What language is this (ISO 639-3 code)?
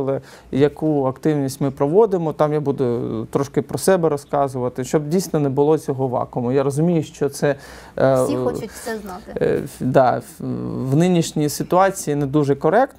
ukr